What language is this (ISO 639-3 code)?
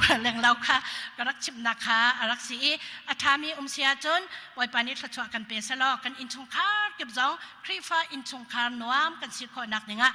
cnh